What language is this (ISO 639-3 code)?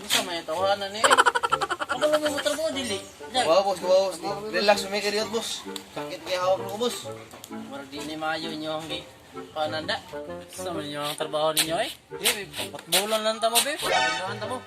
ceb